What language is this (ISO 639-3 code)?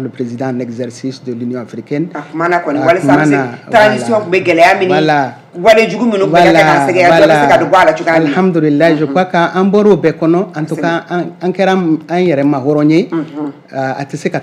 bam